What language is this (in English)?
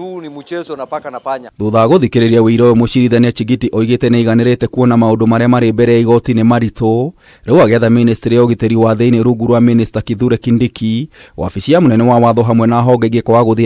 Kikuyu